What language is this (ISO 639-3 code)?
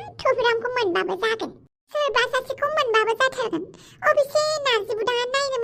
brx